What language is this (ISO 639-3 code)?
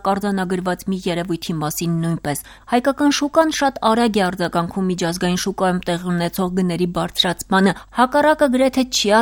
hye